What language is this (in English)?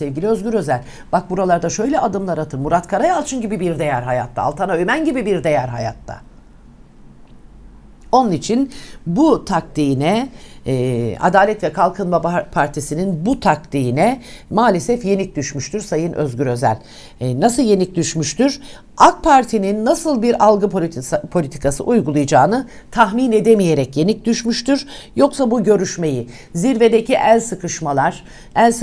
Turkish